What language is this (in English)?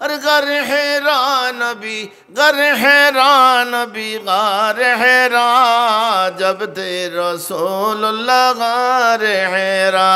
Sylheti